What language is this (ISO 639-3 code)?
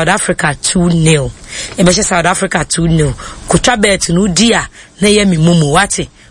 aka